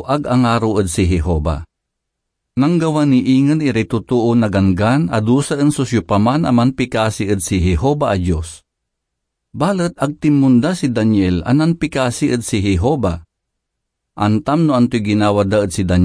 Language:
Pangasinan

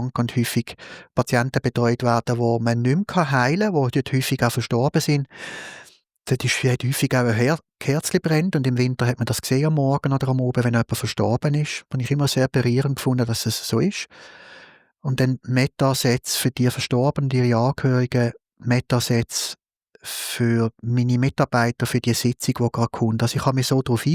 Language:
Swiss German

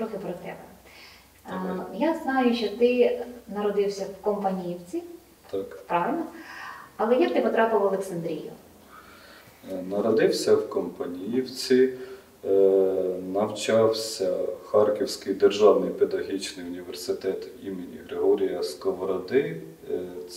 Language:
Ukrainian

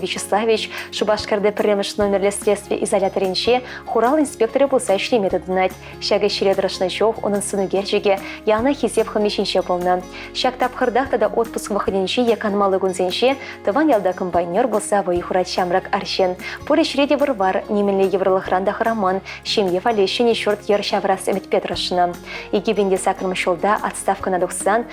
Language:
Chuvash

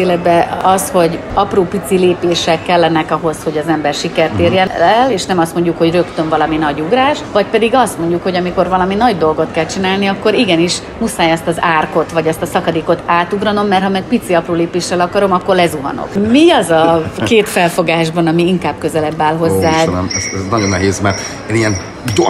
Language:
Hungarian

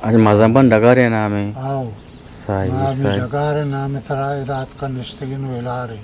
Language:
Eastern Balochi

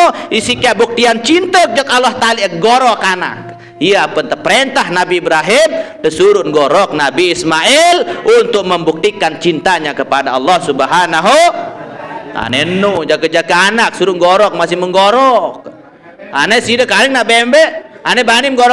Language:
Sasak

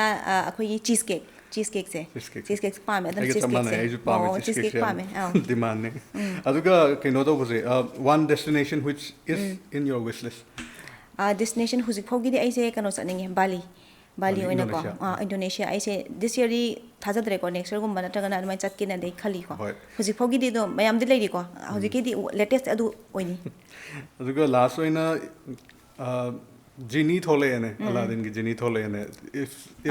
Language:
Manipuri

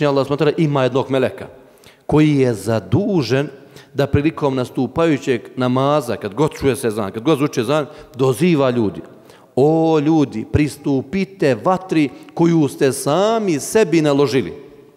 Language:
Bosnian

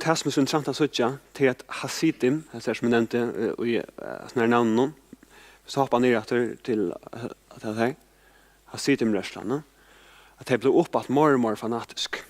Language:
Faroese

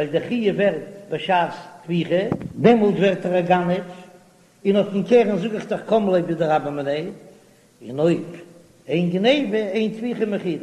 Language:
Yiddish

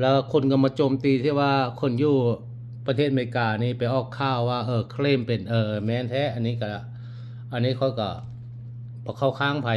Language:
Lao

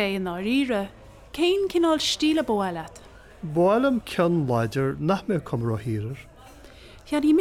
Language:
Irish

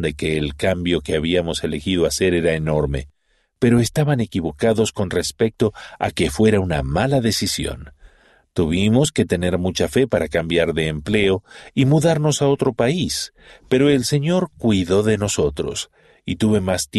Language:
Spanish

